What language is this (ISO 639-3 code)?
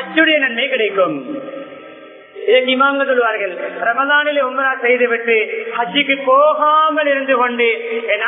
tam